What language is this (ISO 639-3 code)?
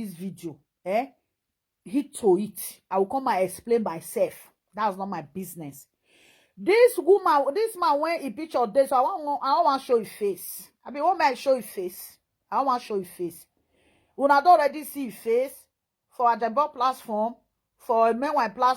pcm